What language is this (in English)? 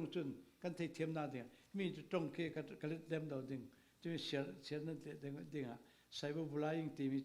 Falam Chin